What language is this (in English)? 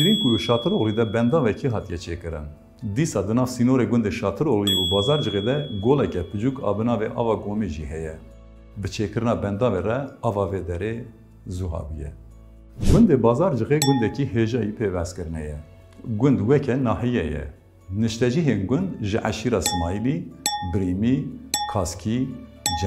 Kurdish